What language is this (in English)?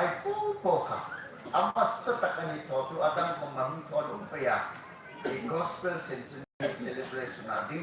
Hmar